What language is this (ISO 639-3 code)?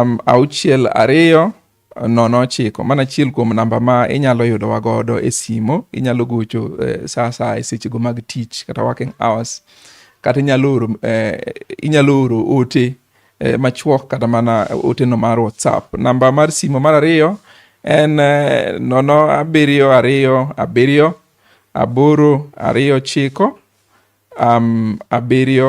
luo